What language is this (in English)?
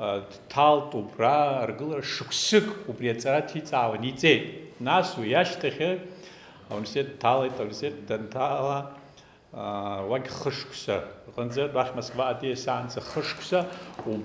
Abkhazian